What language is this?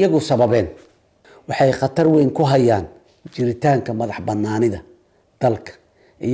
Somali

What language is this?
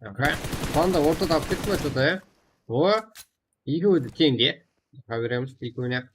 Kara-Kalpak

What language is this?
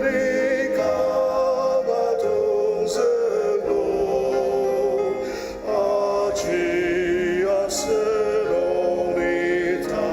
Ao Naga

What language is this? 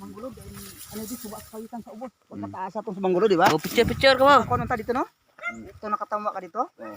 Cebuano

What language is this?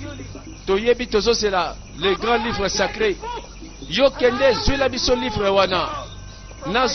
Lingala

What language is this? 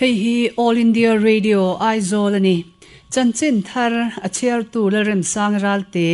Mizo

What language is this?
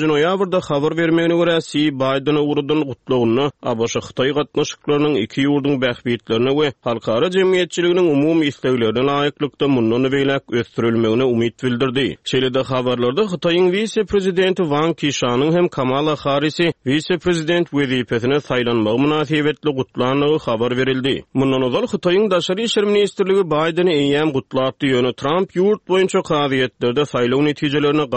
Turkmen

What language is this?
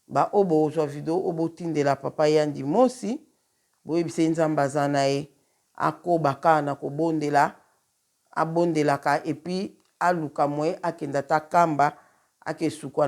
Lingala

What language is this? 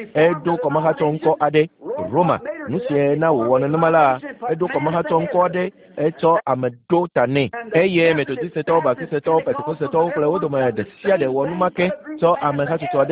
Ewe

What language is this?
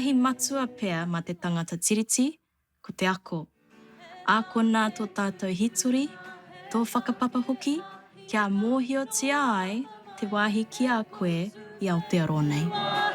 Māori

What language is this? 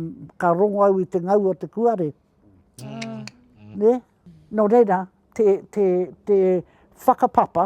Māori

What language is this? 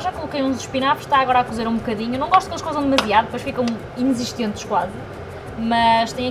Portuguese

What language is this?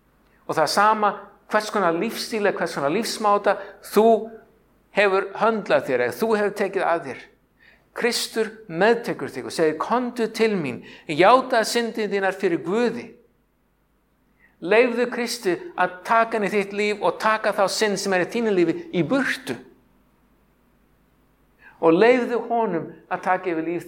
Icelandic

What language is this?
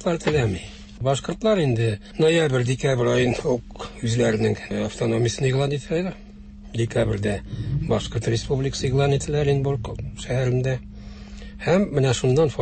Tatar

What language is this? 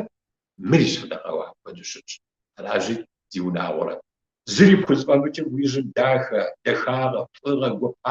Kabardian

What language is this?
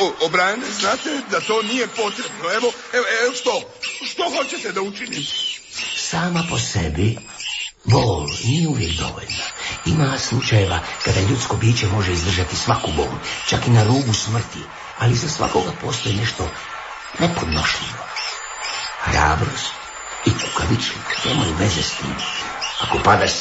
Croatian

